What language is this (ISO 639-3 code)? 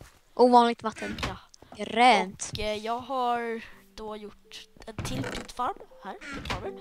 swe